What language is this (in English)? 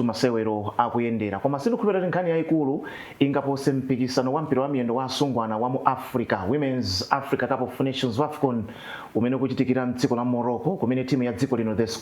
Nyanja